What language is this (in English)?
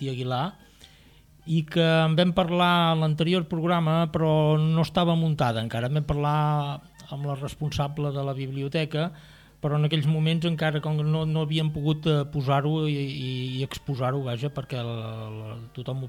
Catalan